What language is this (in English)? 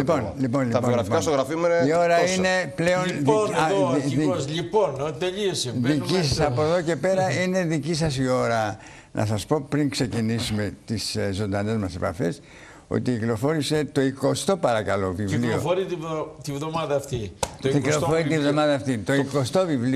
Greek